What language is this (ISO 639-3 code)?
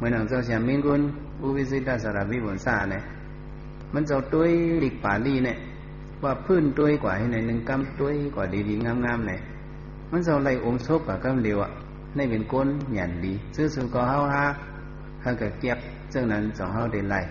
shn